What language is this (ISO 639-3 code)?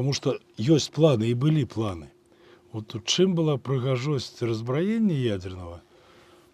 bel